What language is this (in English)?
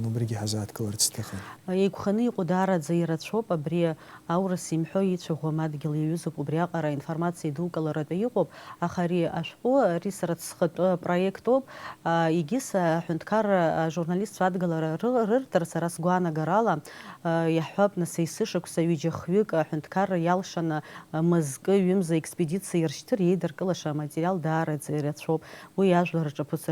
Abkhazian